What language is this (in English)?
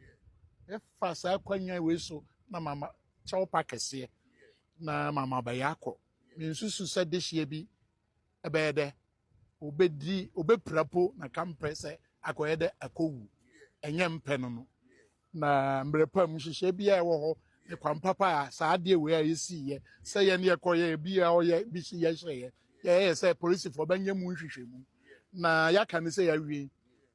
Akan